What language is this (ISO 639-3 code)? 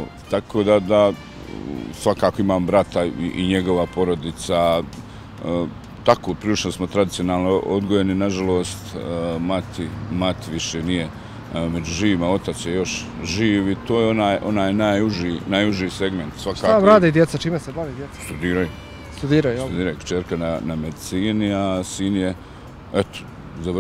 bos